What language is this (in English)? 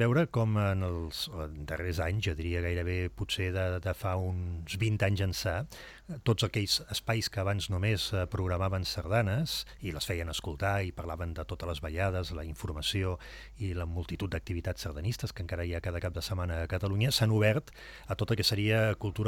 Catalan